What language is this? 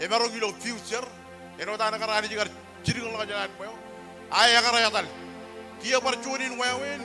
Marshallese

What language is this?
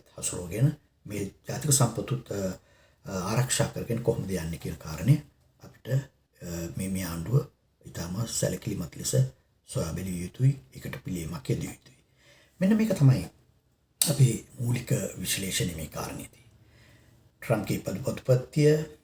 Sinhala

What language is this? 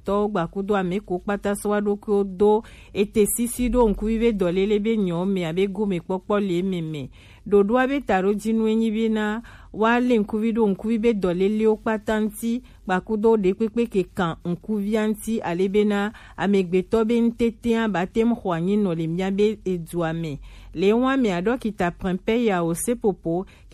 Gen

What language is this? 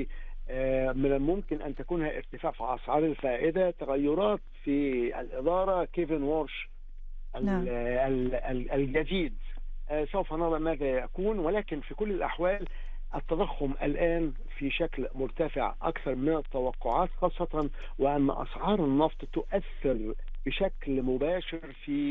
Arabic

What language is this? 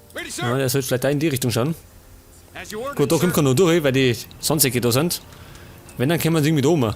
Bavarian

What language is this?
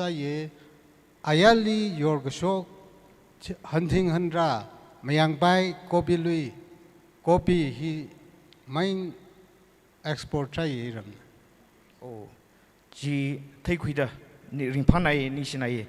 Tangkhul Naga (India)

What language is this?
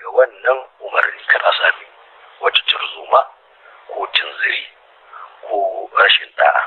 Hausa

